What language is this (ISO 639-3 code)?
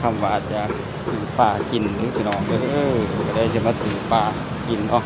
tts